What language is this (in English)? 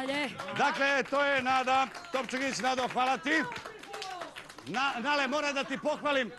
Serbian